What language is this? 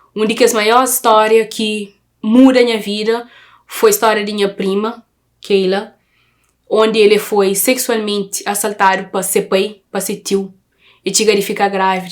Kabuverdianu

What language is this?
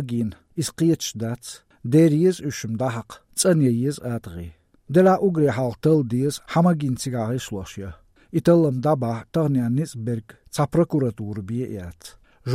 Latvian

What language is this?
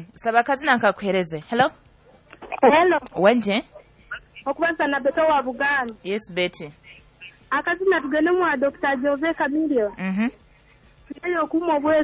Nyoro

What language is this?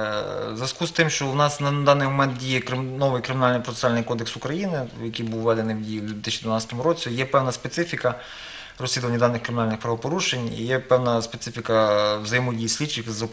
Ukrainian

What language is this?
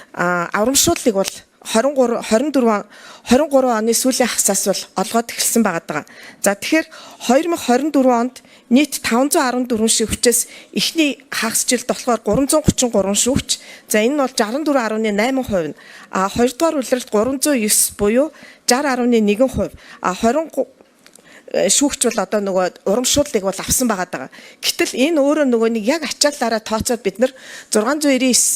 Mongolian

